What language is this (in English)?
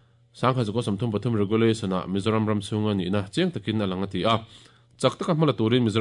Mizo